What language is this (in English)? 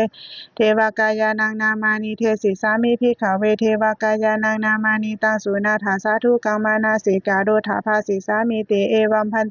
Pali